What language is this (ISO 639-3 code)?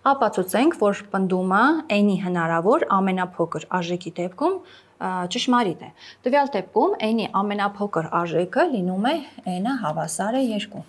hye